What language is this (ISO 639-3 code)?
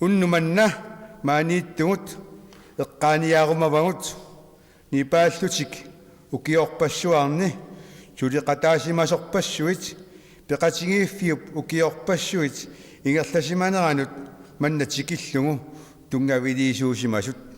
kal